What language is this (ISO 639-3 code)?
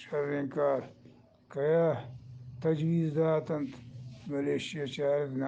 bgp